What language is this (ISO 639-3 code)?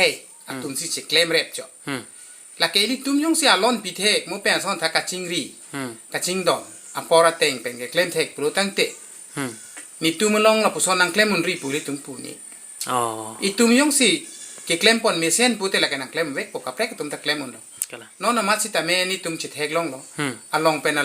mjw